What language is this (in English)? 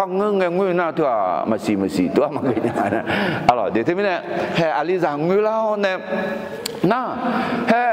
Akha